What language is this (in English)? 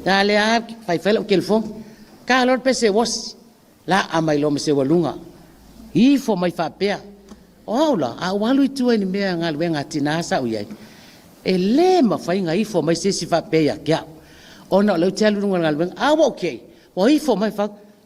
Samoan